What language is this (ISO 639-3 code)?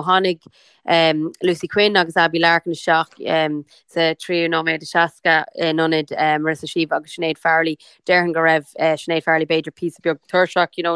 gle